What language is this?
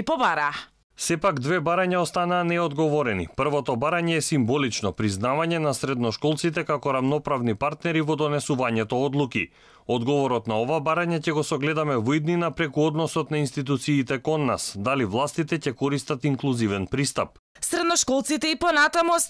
Macedonian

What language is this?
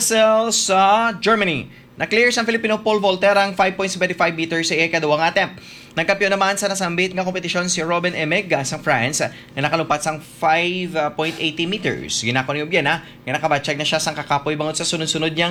Hiligaynon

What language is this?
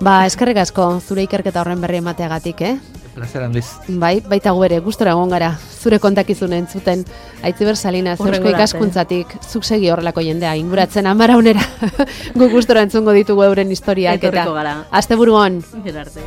Basque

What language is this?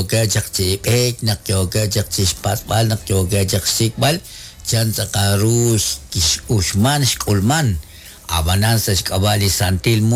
Kekchí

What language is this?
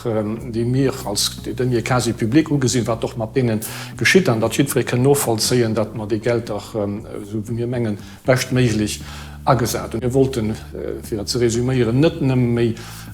Luxembourgish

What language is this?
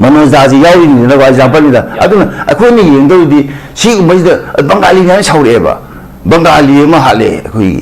Manipuri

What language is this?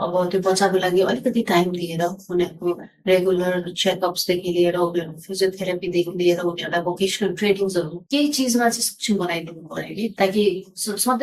Nepali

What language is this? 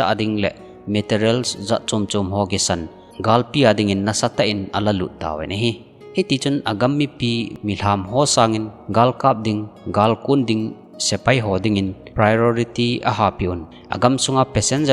Thado Chin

